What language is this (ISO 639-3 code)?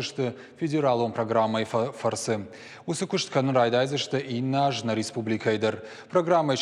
oss